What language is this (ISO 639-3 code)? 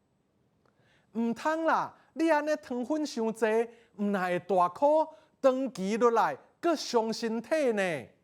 nan